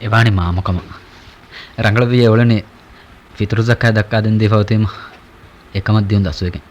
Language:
Divehi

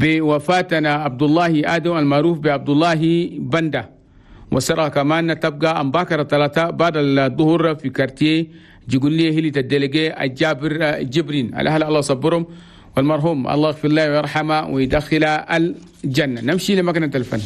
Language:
Chadian Arabic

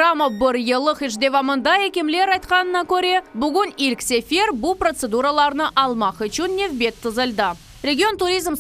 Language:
Crimean Tatar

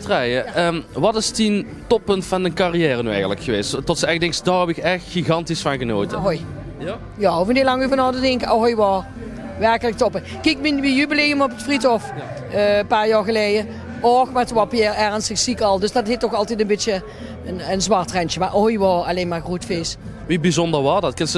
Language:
Limburgish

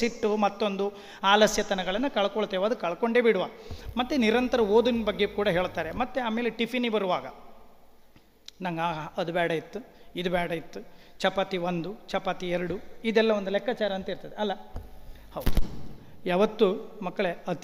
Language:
Kannada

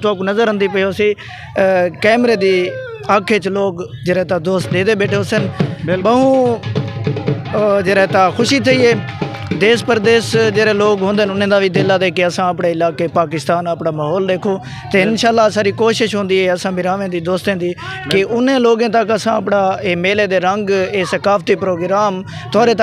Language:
Saraiki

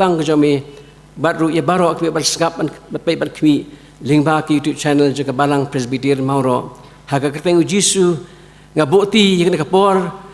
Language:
Khasi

